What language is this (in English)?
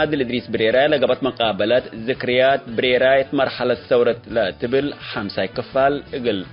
Tigre